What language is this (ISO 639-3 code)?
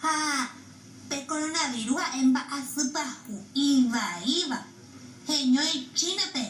grn